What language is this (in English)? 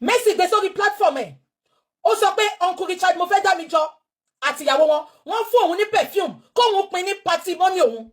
Yoruba